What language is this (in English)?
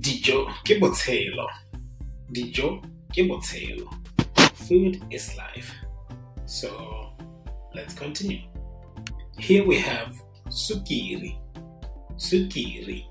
Tswana